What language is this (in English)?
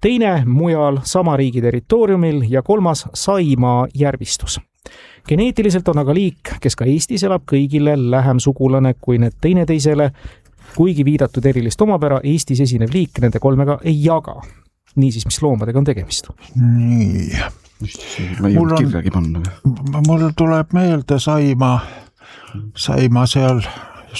Estonian